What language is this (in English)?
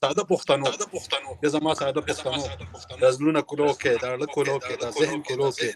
Pashto